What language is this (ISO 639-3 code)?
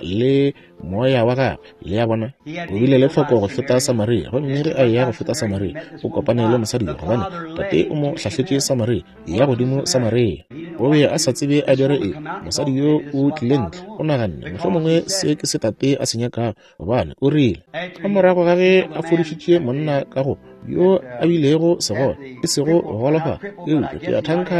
nso